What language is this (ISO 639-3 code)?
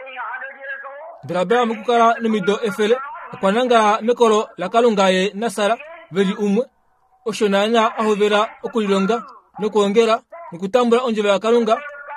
kua